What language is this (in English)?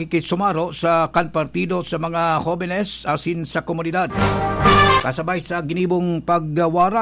Bikol